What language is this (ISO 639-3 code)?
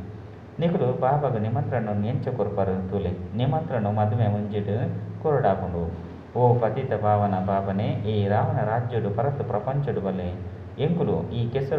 tcy